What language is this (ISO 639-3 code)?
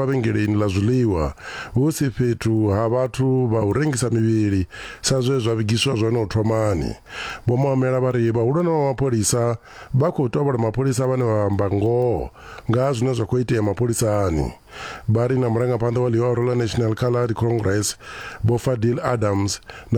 ven